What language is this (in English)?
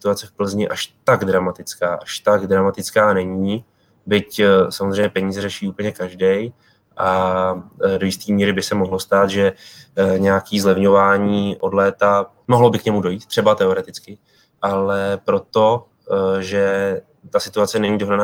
Czech